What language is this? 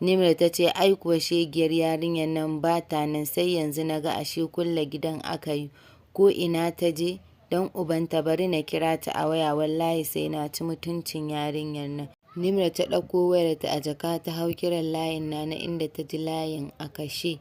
Hausa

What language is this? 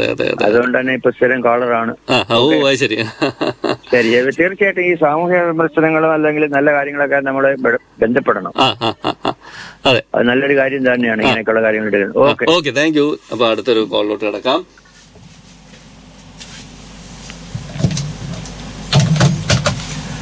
Malayalam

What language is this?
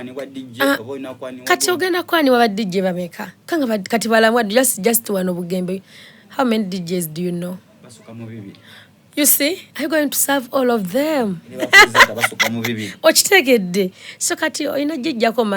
Soga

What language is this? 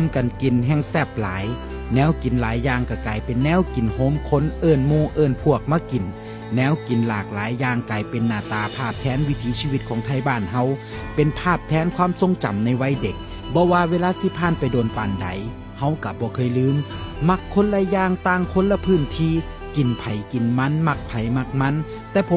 Northeastern Thai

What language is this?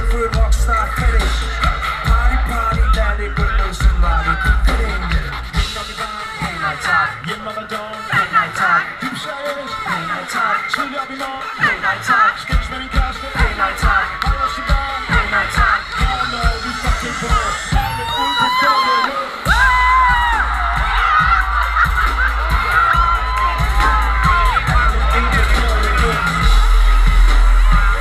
Danish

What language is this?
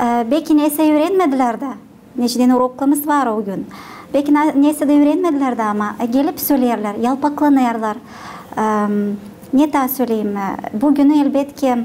Gagauz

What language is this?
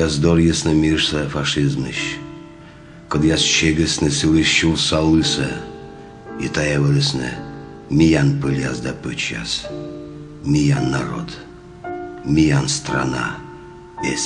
Komi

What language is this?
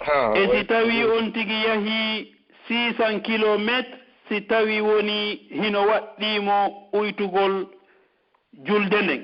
Pular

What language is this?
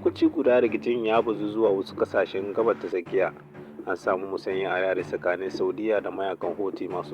Hausa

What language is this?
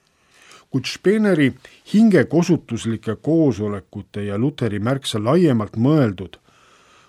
Estonian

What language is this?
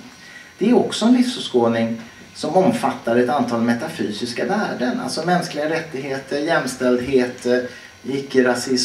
Swedish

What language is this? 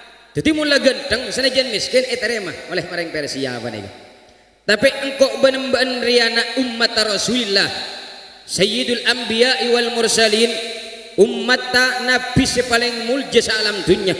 Madurese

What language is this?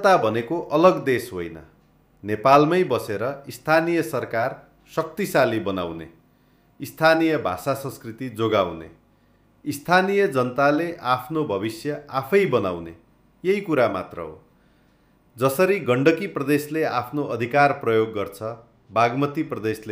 Nepali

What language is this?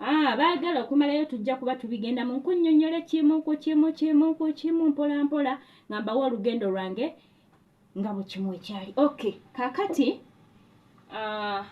Ganda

